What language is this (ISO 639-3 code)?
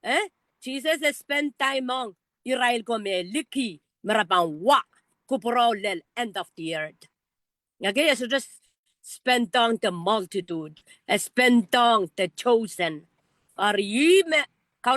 pon